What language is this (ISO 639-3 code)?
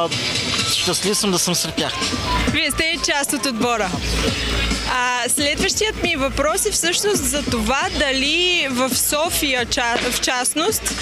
bul